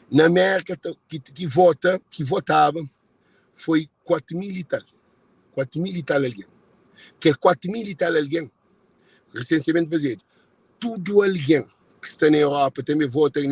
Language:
Kabuverdianu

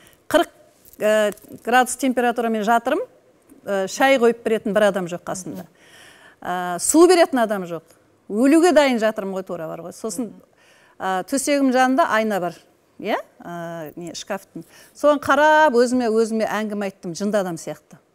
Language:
Kazakh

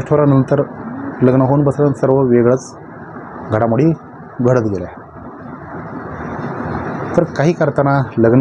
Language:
Marathi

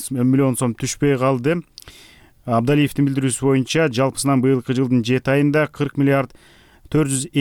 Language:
Kyrgyz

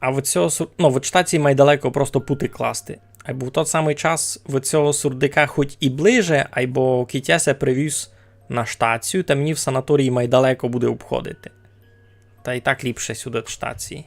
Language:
Rusyn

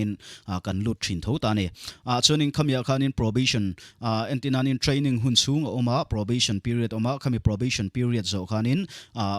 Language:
Mizo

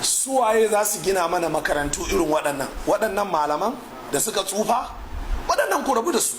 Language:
Hausa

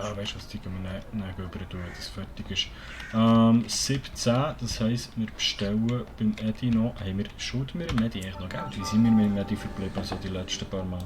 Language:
Swiss German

